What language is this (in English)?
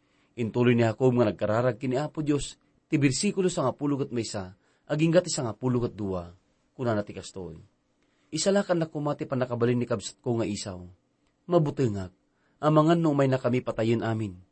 Iloko